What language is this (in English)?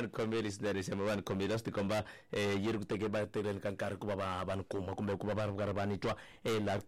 Tsonga